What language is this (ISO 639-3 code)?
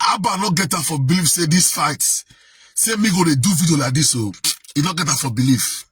pcm